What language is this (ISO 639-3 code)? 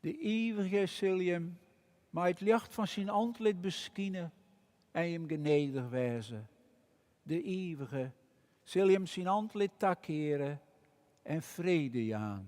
fry